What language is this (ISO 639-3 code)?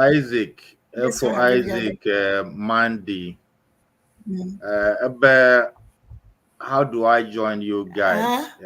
ewe